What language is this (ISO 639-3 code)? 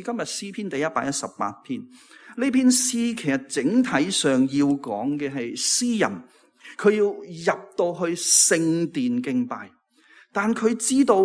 yue